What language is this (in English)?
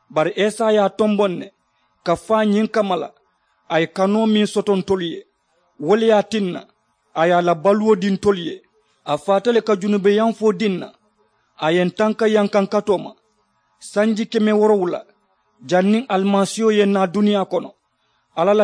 Mandingo